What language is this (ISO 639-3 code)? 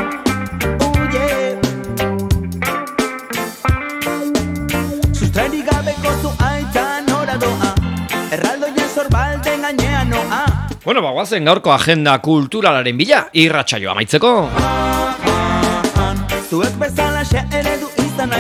eus